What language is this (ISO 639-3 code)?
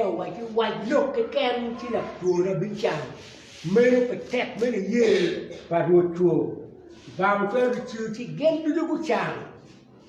ach